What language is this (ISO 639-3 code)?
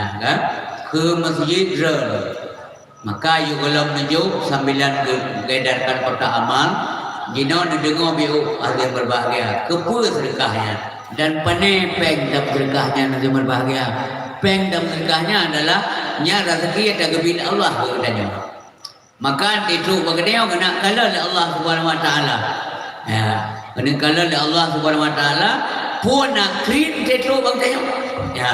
ace